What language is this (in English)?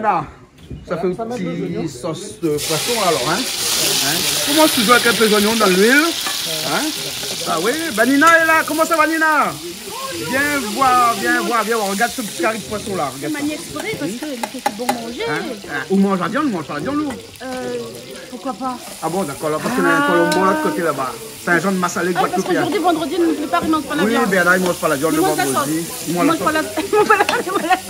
Réunion Creole French